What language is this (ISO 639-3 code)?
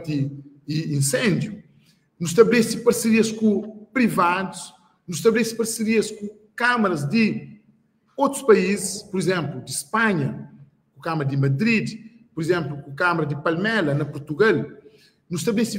kea